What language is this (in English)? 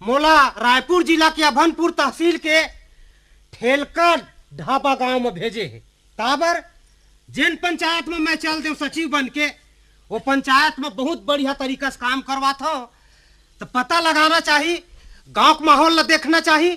Chhattisgarhi